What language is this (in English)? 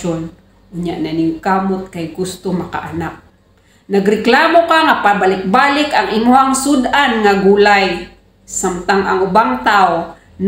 Cebuano